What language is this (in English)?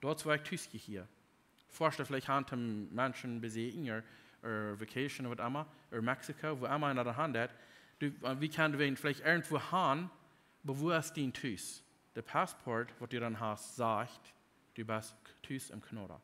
Plautdietsch